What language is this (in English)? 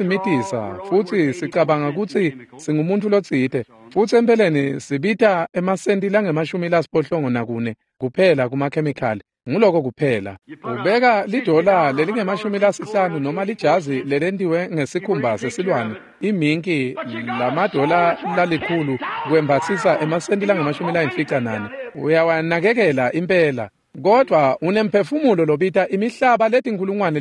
Swati